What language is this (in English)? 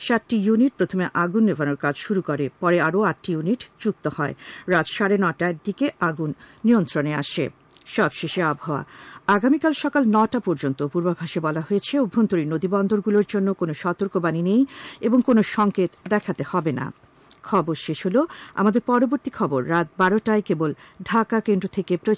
Bangla